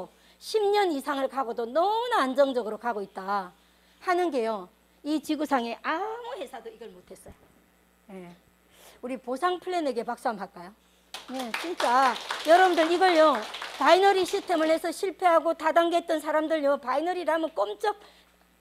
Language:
Korean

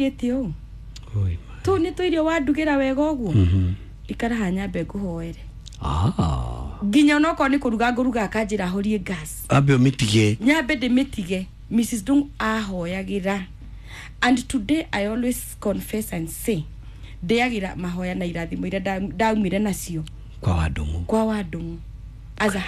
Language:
Kikuyu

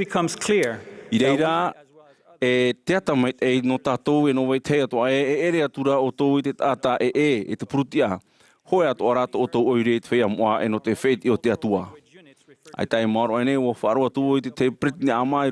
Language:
Tahitian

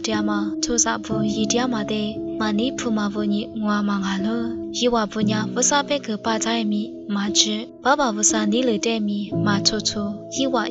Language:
Lisu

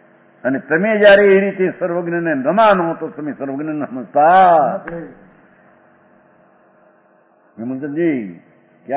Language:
Gujarati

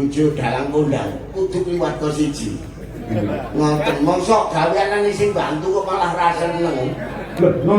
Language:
Javanese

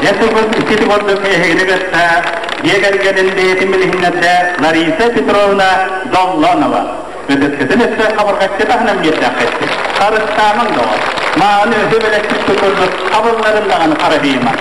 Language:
Yakut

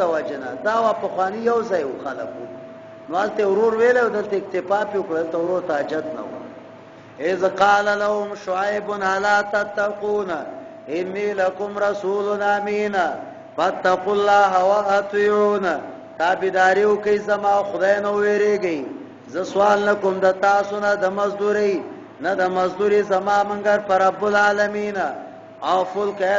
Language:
Pashto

